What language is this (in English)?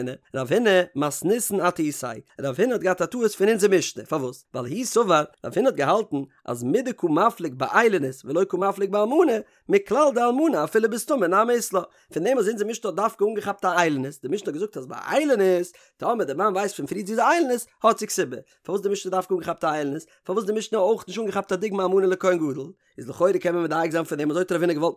Yiddish